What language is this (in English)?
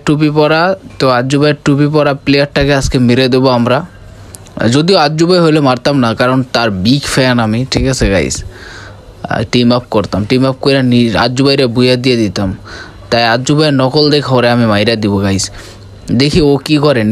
Bangla